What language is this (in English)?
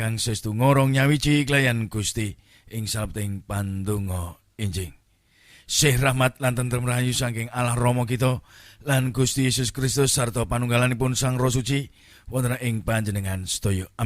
Javanese